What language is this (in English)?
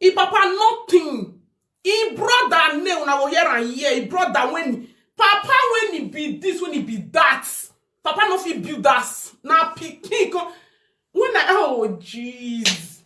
Nigerian Pidgin